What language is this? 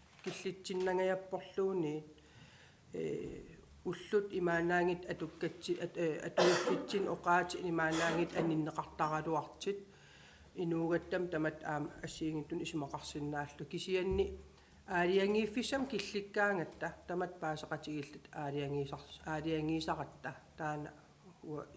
Kalaallisut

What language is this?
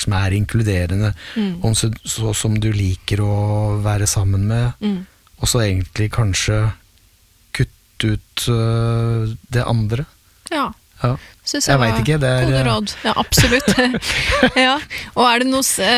Norwegian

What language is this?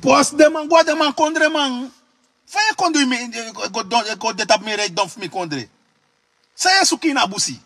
Sranan Tongo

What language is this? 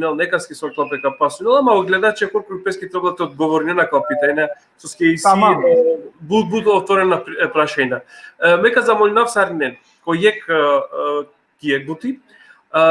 Balkan Romani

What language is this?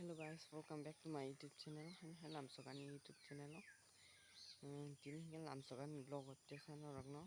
Kok Borok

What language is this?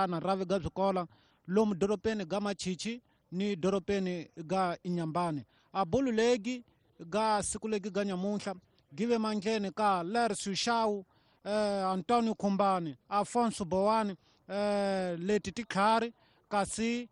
Tsonga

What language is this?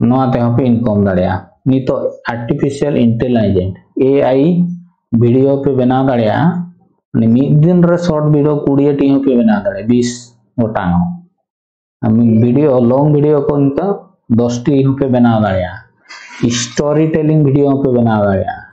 Santali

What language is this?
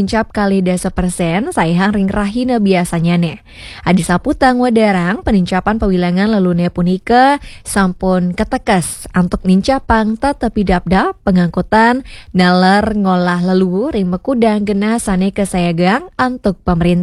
Balinese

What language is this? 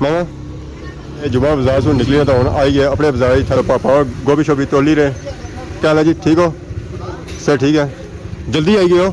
Pahari-Potwari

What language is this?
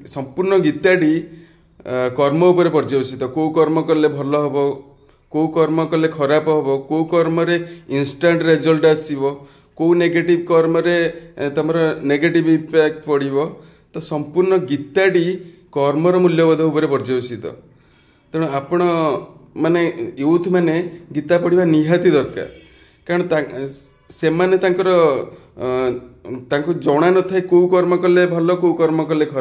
Odia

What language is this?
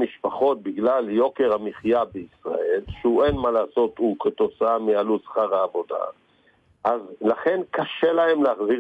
Hebrew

